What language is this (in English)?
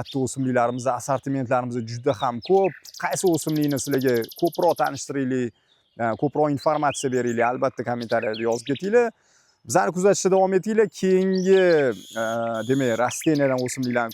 Uzbek